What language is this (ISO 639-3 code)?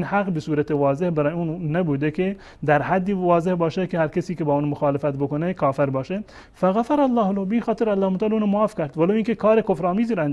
fas